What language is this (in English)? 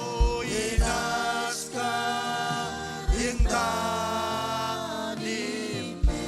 Marshallese